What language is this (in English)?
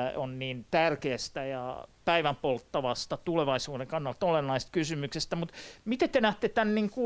Finnish